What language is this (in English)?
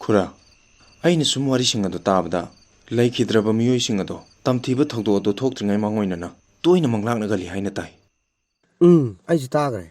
Manipuri